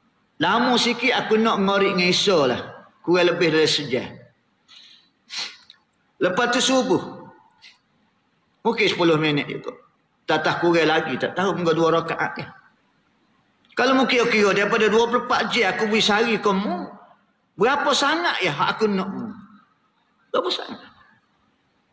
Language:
Malay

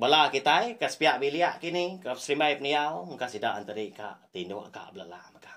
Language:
Iban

